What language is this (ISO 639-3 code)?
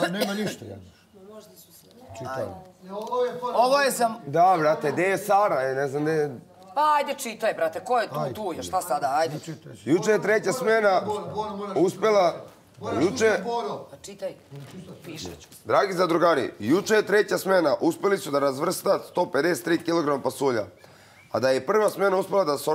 bos